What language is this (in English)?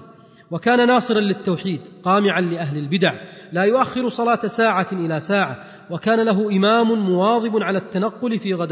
Arabic